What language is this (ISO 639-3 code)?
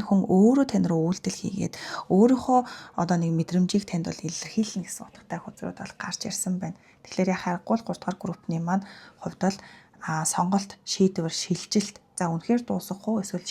mon